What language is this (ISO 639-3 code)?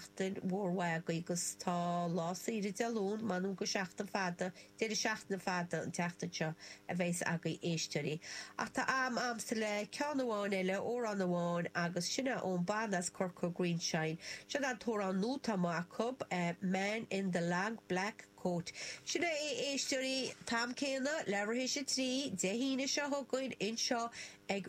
gle